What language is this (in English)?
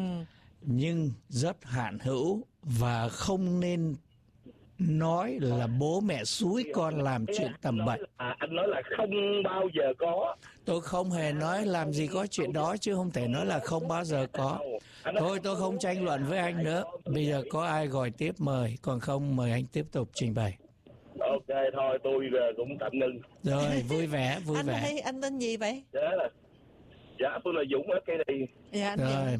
Vietnamese